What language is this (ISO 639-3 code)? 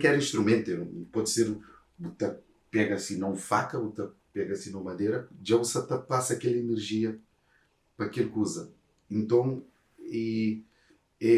kea